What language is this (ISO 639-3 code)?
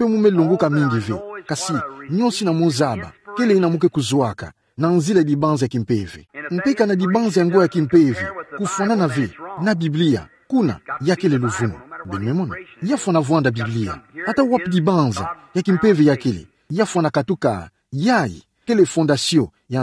ktu